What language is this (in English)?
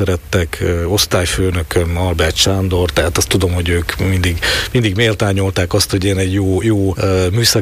Hungarian